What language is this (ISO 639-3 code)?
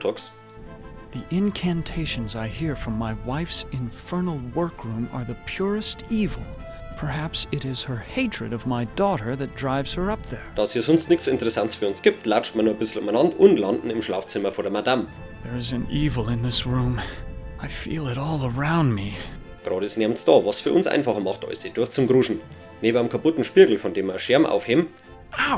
bar